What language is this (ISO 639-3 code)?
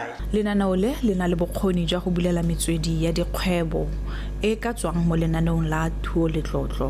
tsn